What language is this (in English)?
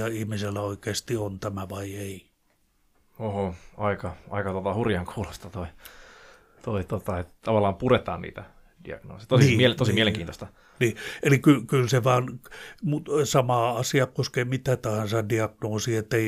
Finnish